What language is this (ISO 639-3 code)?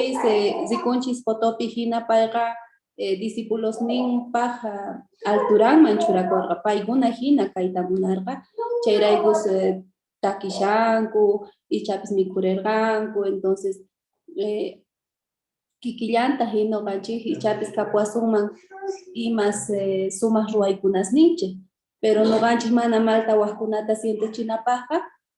quh